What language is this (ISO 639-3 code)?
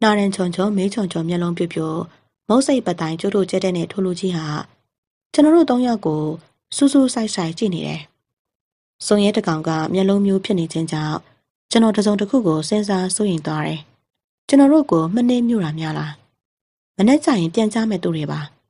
mya